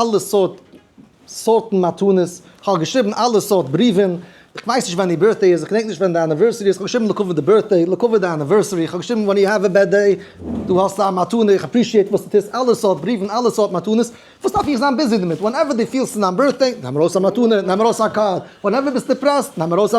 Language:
Yiddish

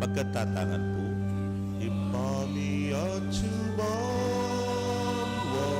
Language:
Pampanga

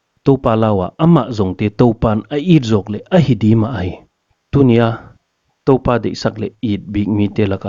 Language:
Paite Chin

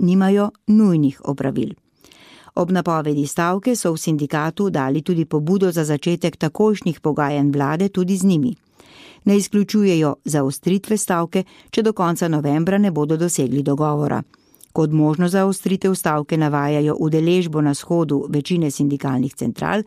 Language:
Slovenian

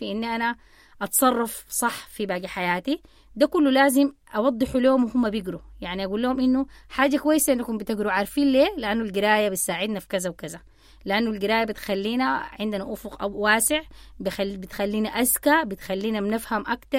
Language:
Sudanese Arabic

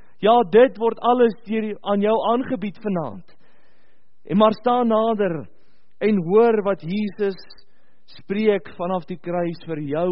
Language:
Afrikaans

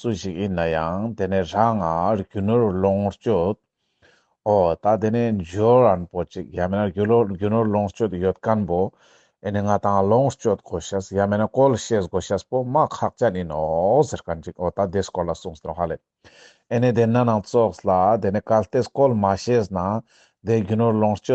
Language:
Ladakhi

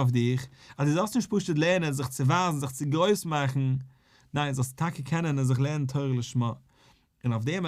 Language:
Yiddish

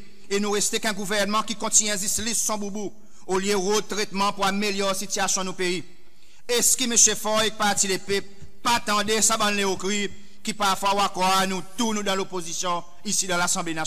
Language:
Seselwa Creole French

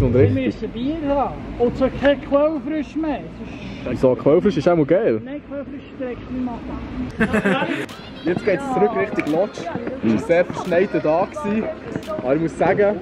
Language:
Swiss German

